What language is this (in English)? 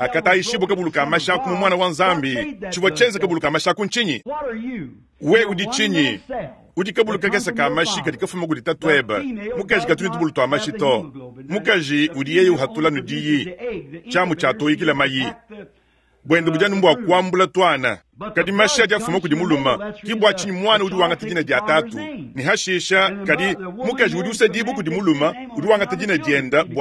Luba-Lulua